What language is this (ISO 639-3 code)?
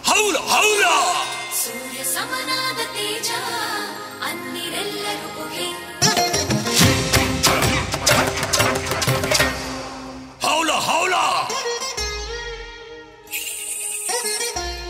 kan